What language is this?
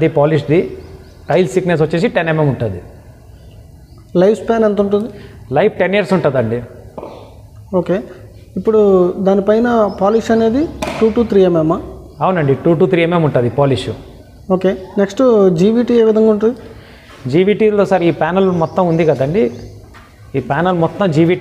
Telugu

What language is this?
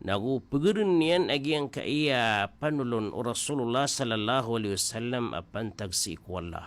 Maranao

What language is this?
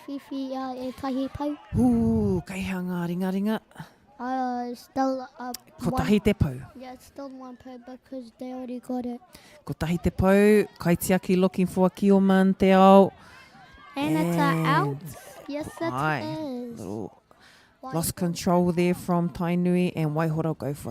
Māori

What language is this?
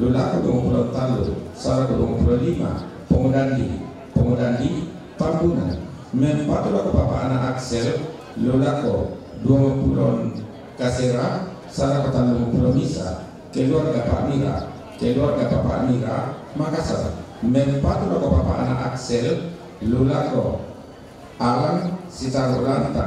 Toraja-Sa'dan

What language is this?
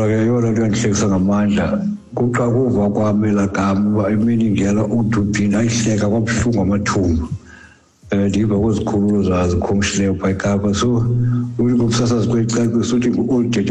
Xhosa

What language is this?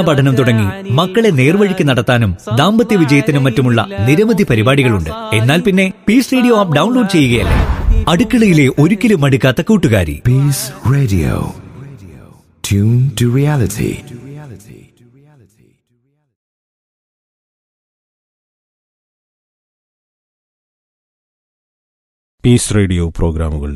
Malayalam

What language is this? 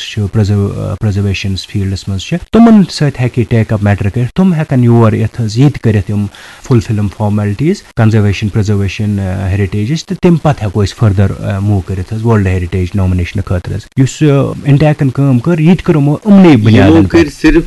Kashmiri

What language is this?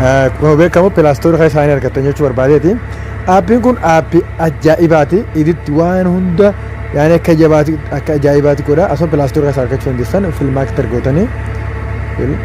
Oromo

